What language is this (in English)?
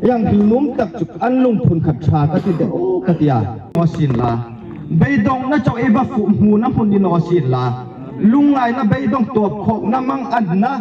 Hmar